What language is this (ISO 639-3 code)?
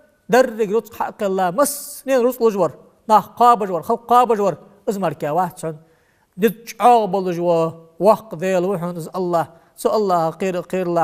inh